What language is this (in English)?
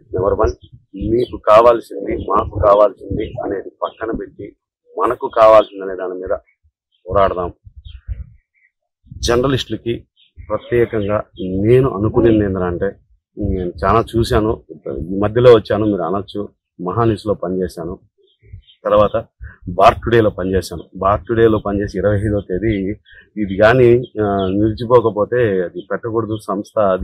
Telugu